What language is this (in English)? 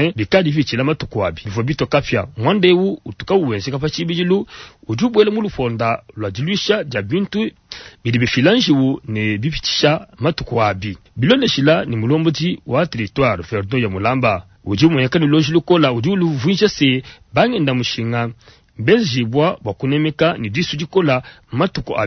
Luba-Lulua